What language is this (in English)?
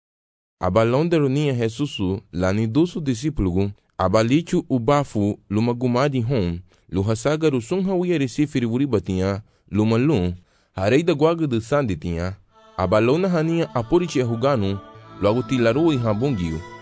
Garifuna